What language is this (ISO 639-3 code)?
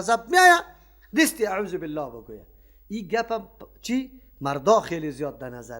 fas